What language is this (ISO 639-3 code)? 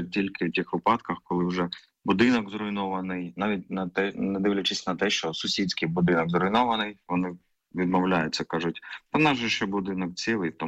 ukr